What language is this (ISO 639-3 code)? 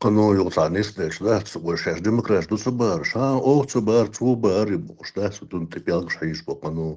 che